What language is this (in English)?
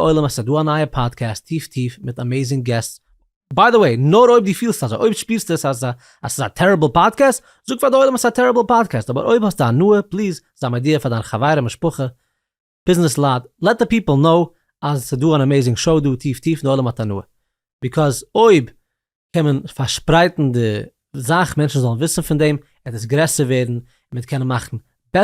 Yiddish